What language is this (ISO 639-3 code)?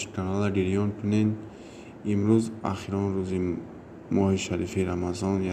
tgk